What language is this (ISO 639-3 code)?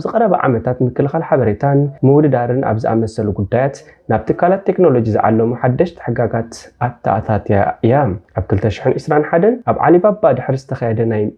tir